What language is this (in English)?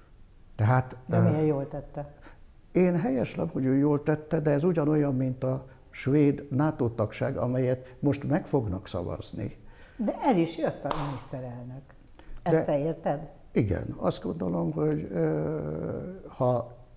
Hungarian